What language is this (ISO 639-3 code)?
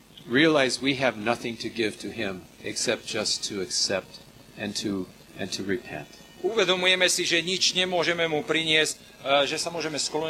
slk